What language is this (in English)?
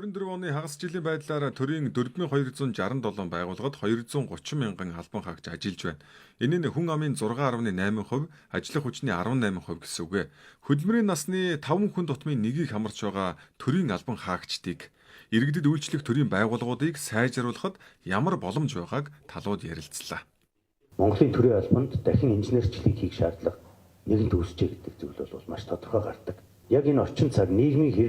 Mongolian